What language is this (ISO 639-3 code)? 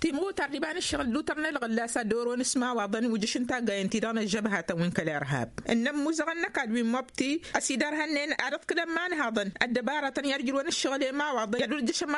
taq